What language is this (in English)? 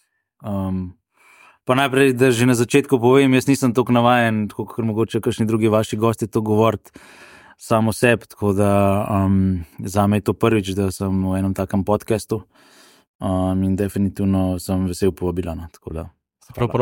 Slovenian